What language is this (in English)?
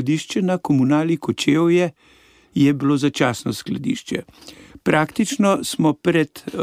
Slovenian